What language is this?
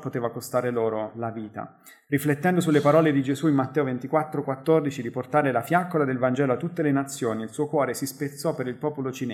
Italian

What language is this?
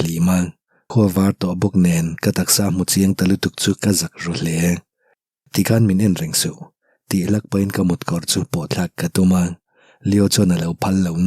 Mizo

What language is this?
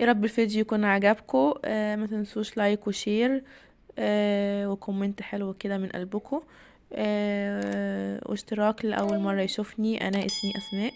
Egyptian Arabic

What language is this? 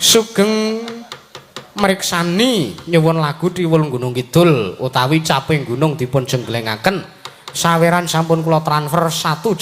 Javanese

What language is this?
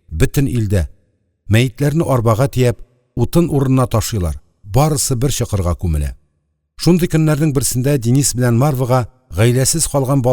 Tatar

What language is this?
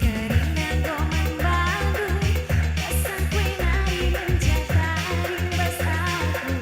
Batak Karo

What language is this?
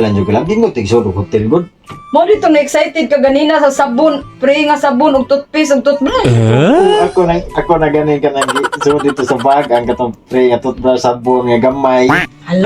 Cebuano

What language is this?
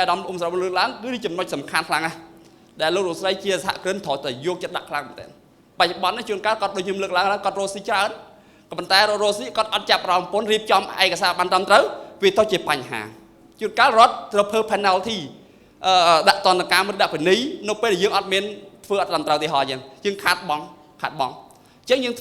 Khmer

